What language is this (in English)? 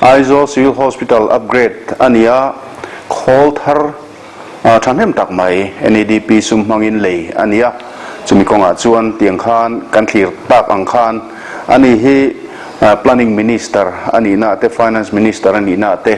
Mizo